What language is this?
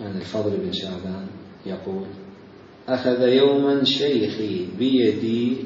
Mesopotamian Arabic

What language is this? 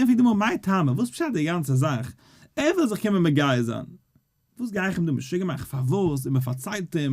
Yiddish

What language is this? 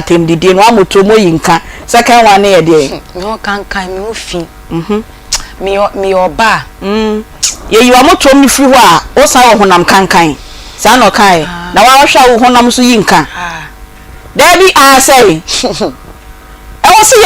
Akan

